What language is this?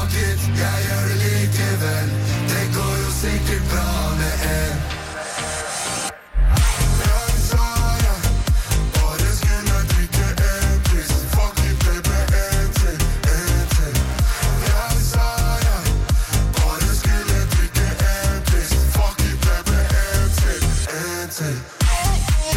Norwegian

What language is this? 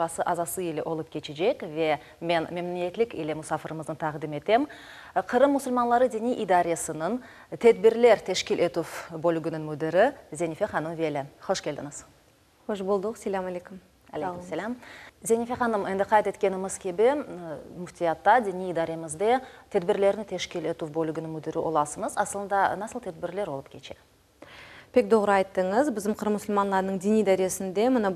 Crimean Tatar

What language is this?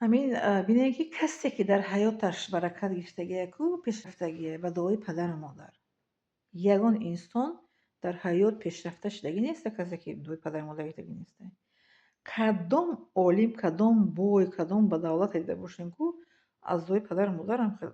Tajik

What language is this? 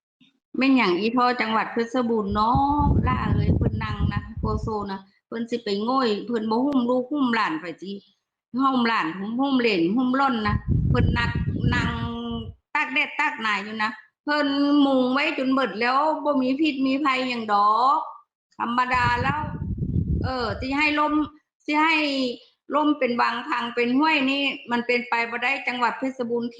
Northeastern Thai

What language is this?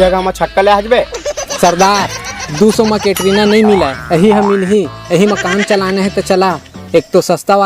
Chhattisgarhi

